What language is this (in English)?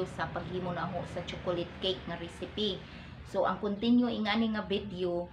Cebuano